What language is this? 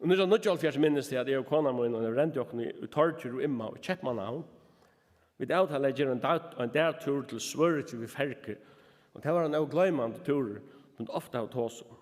Faroese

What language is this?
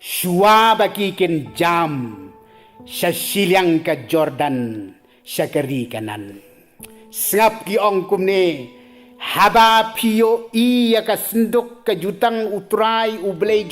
Khasi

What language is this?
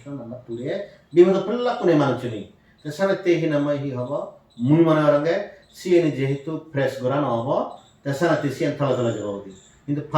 Chakma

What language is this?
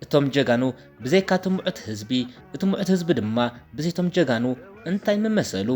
Tigrinya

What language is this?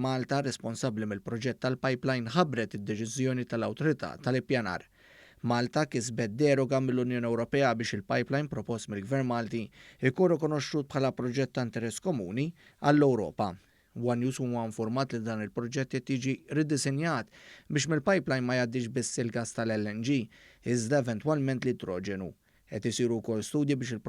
Maltese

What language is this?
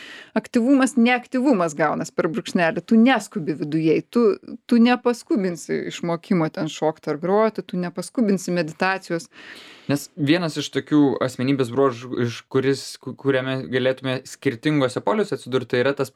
Lithuanian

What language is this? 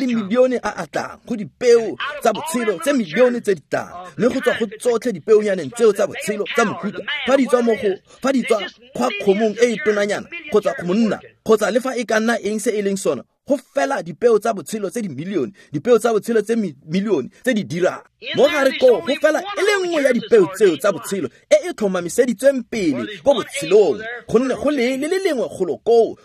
Tswana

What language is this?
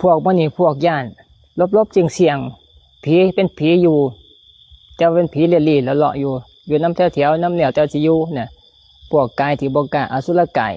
Lao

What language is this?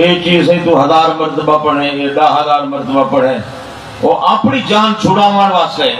Saraiki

